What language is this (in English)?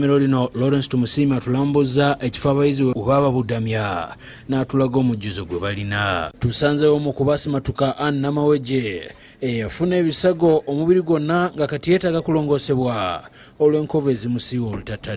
Ganda